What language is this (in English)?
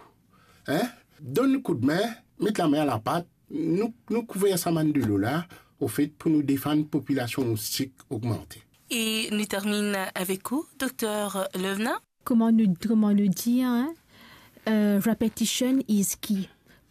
Morisyen